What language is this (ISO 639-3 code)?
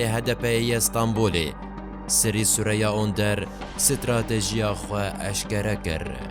kur